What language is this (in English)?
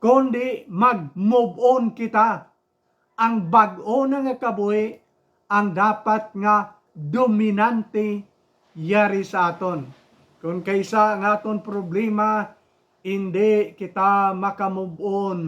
Hiligaynon